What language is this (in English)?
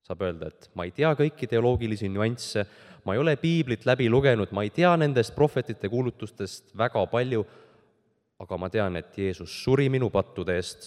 Estonian